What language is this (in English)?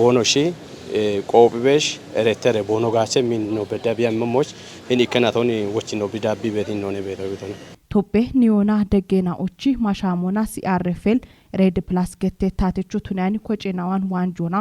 Kafa